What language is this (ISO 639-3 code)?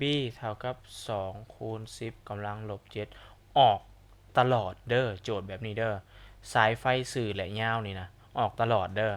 lao